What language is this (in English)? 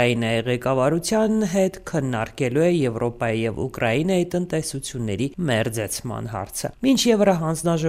Armenian